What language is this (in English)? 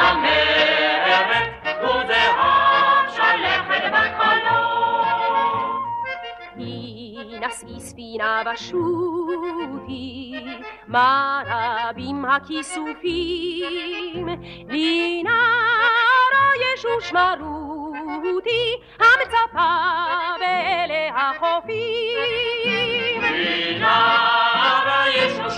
Hebrew